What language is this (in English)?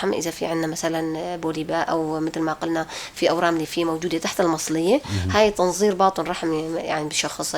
North Levantine Arabic